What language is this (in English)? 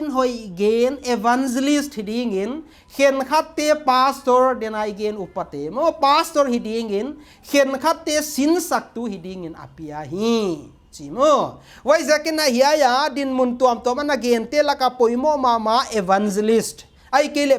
Paite Chin